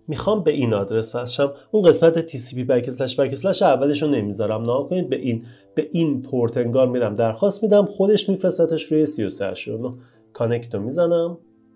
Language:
Persian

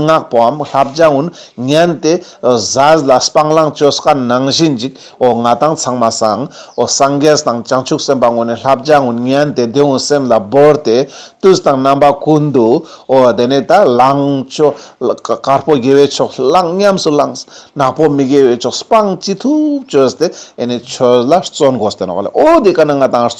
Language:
Ladakhi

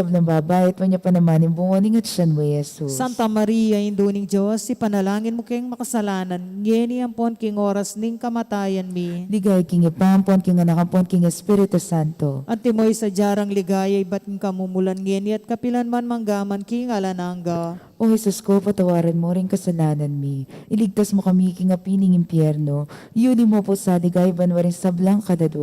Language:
Pampanga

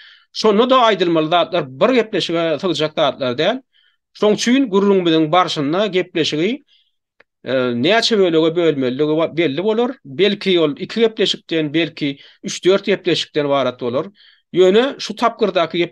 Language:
Turkmen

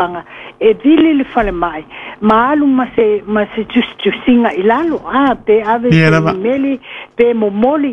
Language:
Samoan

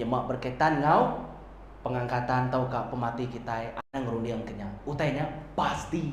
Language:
Iban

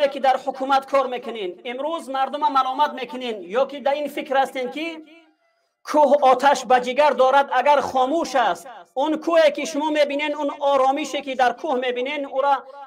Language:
Persian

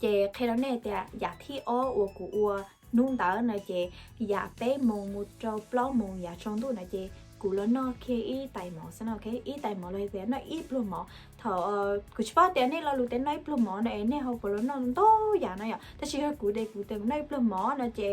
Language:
Hmong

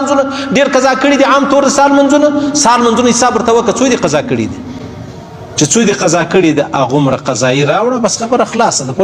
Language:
Pashto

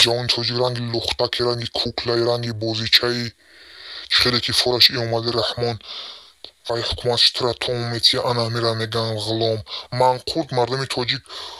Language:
Tajik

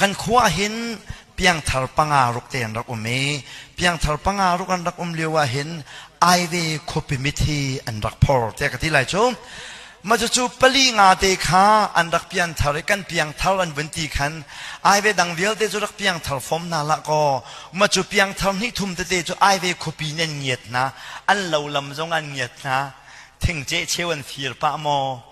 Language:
Hakha Chin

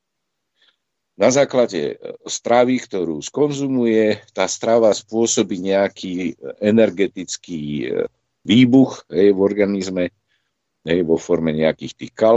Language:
Slovak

